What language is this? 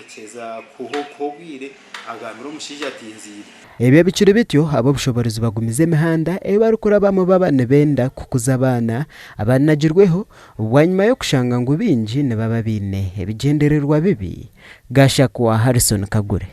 Nyankole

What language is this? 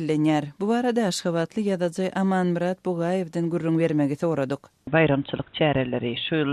Turkmen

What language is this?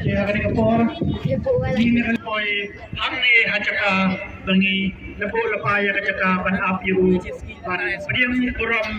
Khasi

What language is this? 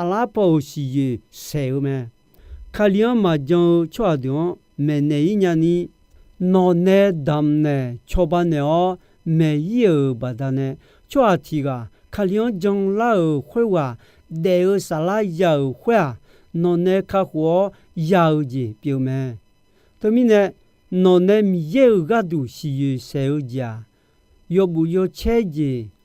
Akha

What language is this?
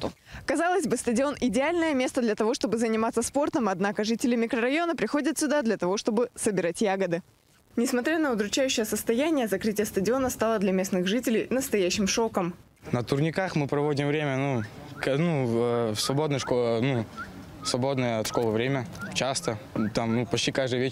Russian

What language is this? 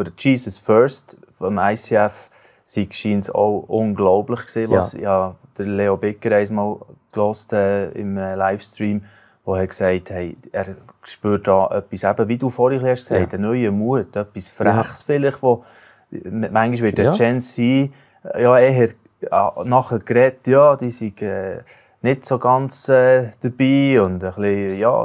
Swiss German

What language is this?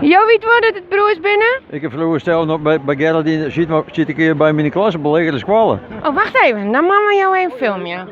Western Frisian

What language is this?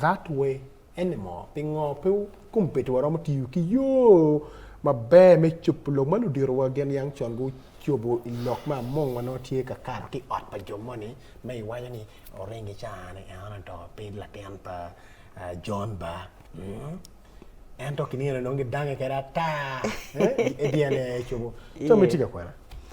Acoli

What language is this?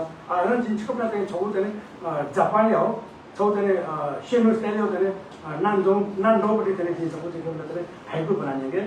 Newari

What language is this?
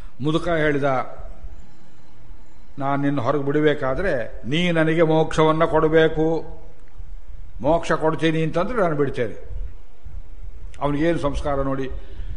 Kannada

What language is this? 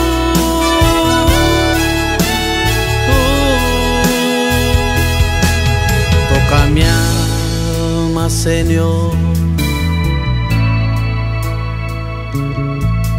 Spanish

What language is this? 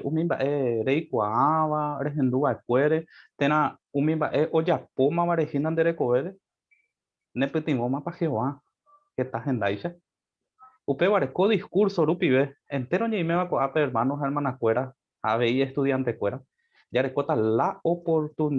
Guarani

